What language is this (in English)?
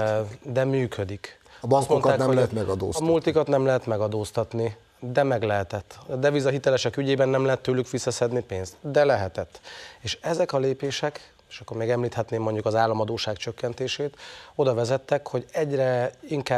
Hungarian